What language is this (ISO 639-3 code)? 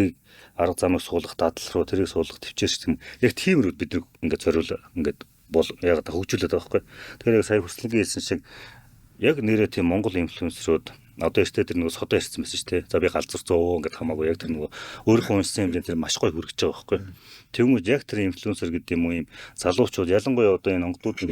mon